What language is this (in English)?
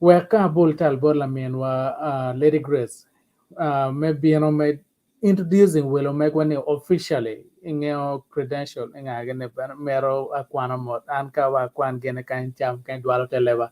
Acoli